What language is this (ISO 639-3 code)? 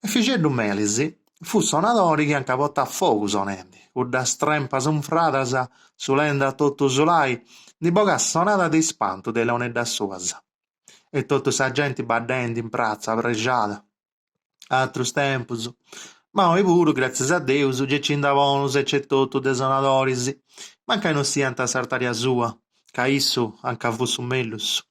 srd